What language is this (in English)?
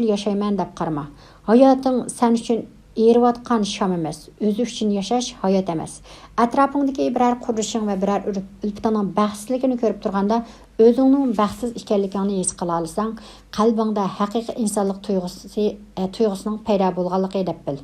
Uyghur